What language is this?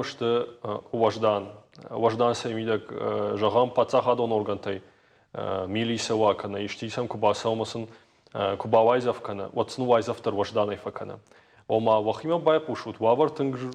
Ossetic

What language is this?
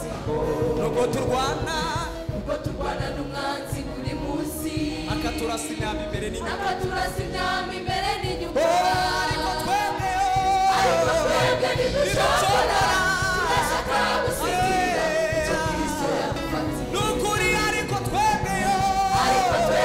Kinyarwanda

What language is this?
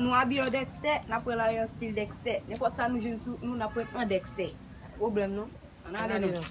Haitian Creole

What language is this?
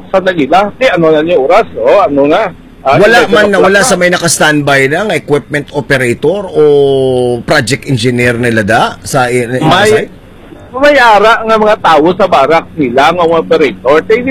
Hiligaynon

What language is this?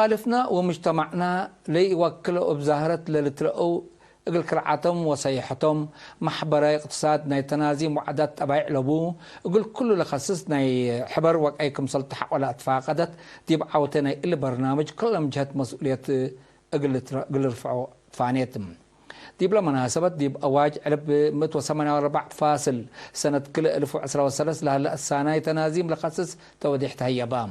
Tigre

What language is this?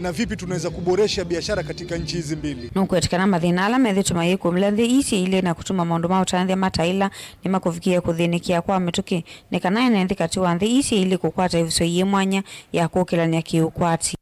Kamba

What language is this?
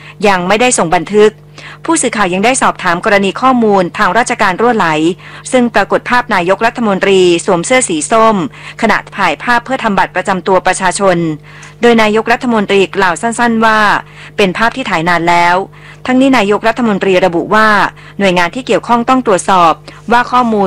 Thai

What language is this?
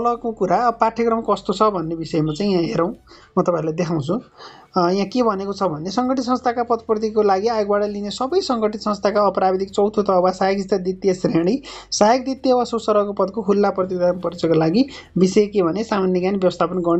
Nepali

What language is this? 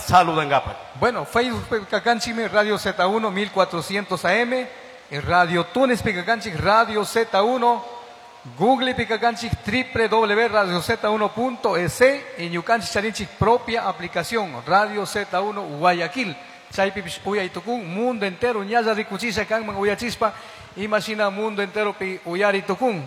Chimborazo Highland Quichua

